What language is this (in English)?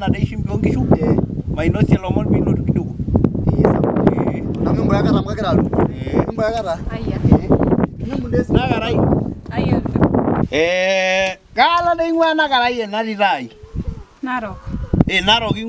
Masai